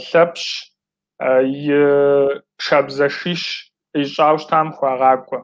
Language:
Kabardian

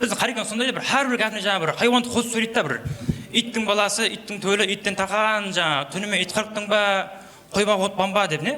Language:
Kara-Kalpak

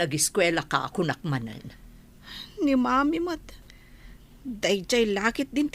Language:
Iloko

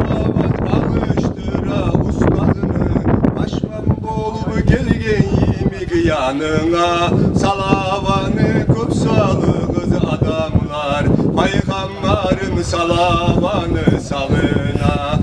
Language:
Kumyk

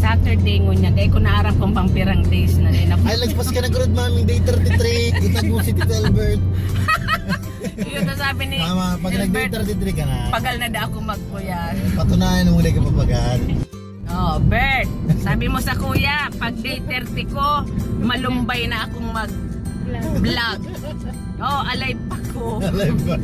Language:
Bikol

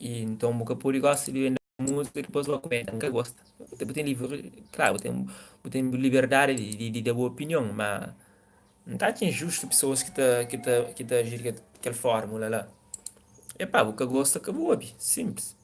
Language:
Kabuverdianu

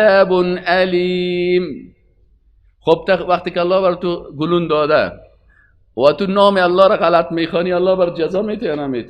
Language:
Persian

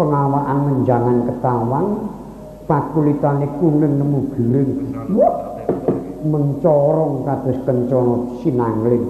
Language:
Javanese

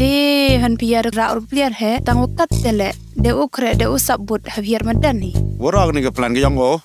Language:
Khasi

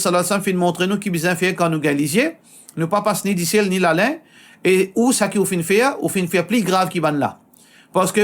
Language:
Morisyen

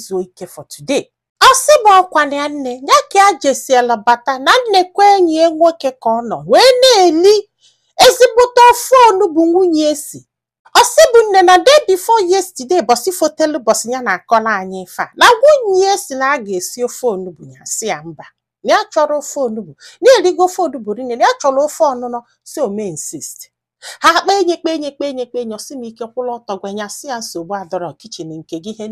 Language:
Igbo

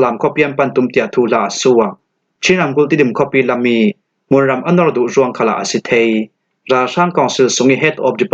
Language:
Falam Chin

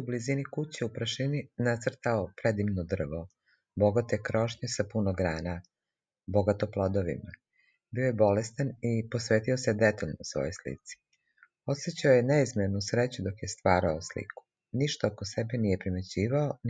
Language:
Croatian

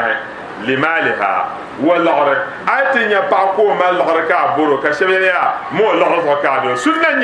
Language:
Dagbani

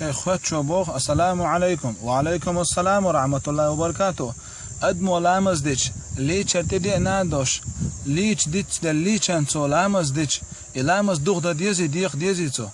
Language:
Chechen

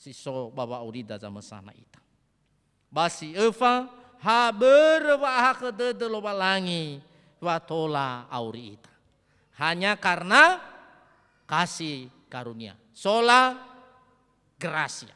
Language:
Nias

